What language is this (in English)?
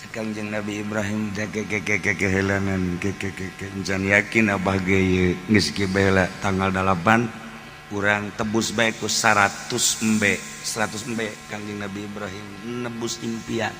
Sundanese